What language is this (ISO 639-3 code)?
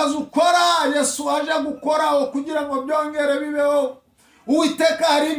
kin